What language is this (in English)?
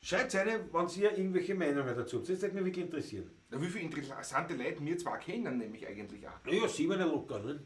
Bavarian